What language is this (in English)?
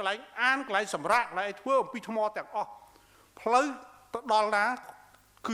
Khmer